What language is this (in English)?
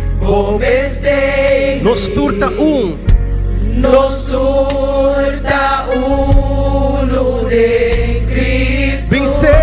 Papiamento